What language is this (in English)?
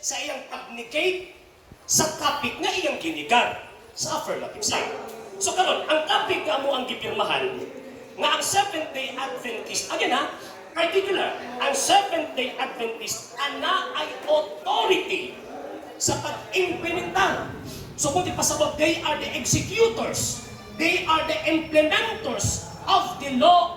Cebuano